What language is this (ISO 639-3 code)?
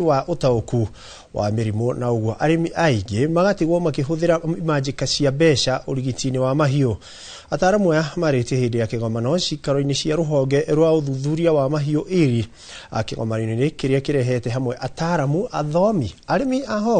kik